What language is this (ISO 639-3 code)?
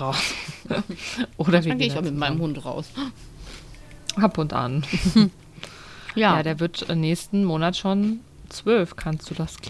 deu